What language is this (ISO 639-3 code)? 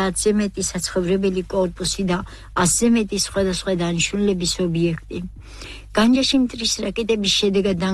kat